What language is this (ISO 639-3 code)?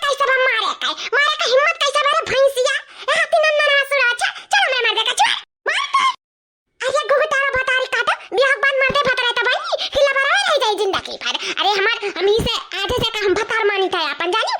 awa